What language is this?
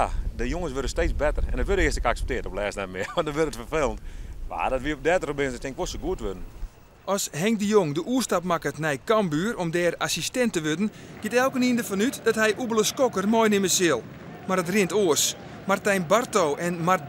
Western Frisian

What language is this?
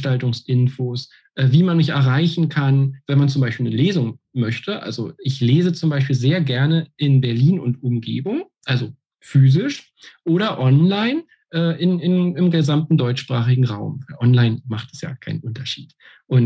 German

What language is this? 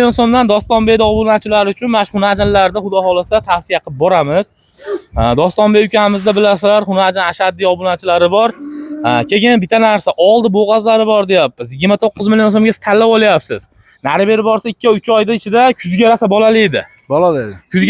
Uzbek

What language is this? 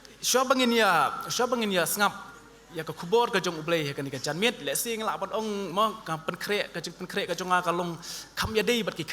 Khasi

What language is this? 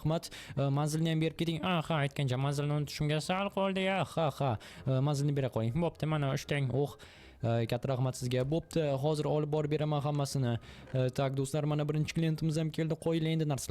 Uzbek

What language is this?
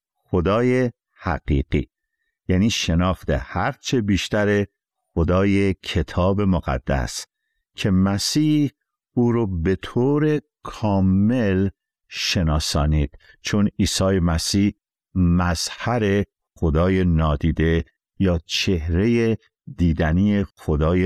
Persian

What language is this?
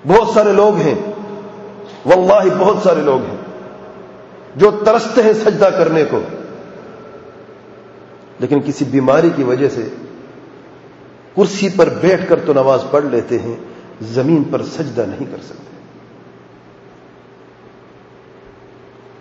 Urdu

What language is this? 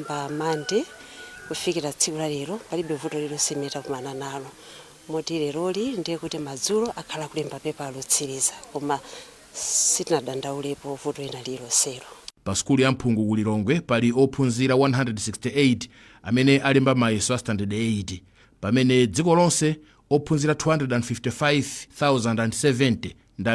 Nyanja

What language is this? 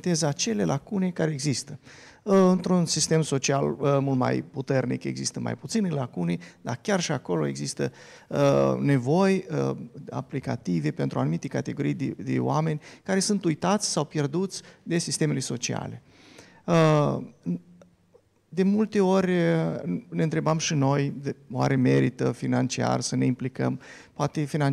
Romanian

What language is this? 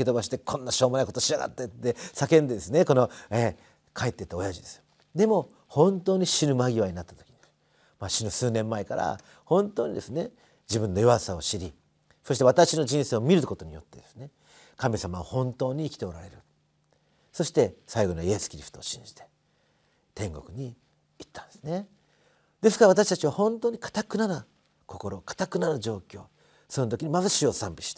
Japanese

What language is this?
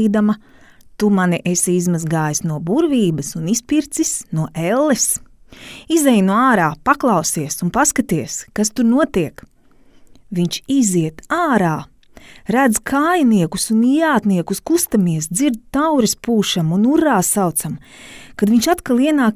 Latvian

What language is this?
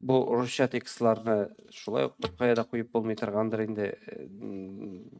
Tatar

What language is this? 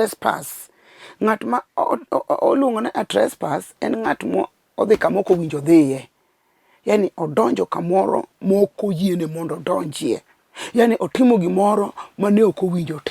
Luo (Kenya and Tanzania)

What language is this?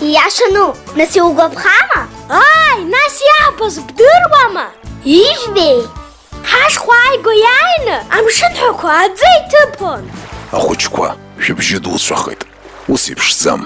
Abkhazian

